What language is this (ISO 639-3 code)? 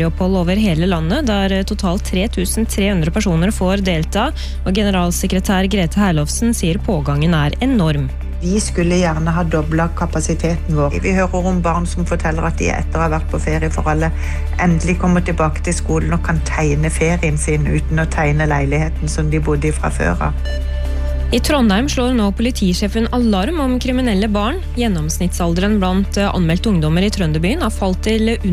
nor